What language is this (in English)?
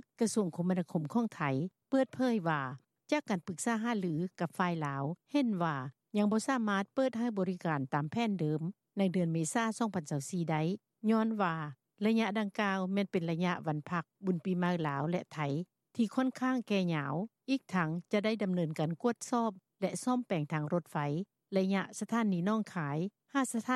Lao